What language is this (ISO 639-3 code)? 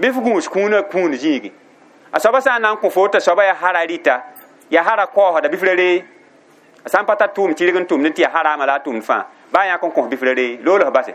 mos